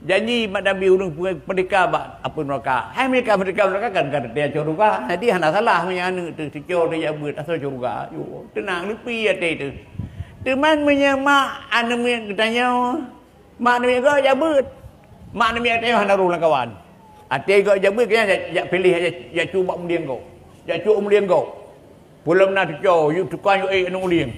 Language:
Achinese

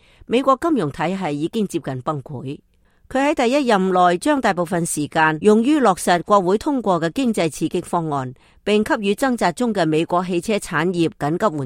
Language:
Cantonese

